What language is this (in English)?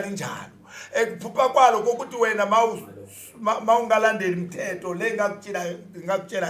Zulu